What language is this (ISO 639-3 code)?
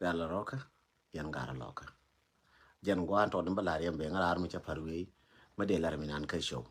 nus